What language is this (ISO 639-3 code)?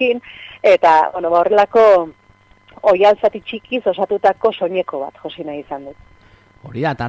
eus